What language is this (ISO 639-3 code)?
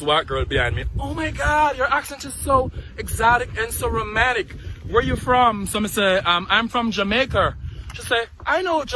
jam